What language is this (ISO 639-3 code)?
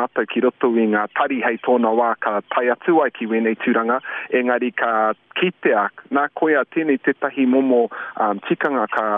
mri